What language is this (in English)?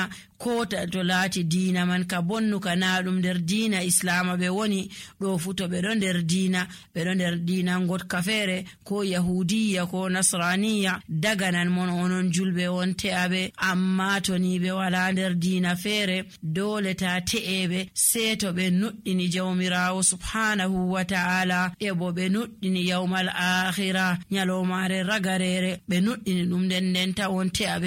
Nigerian Fulfulde